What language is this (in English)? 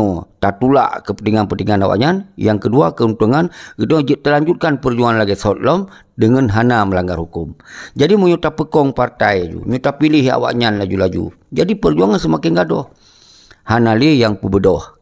Achinese